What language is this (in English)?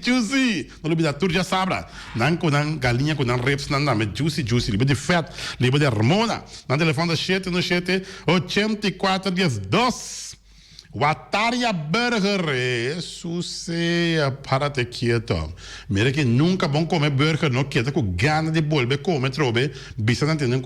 Papiamento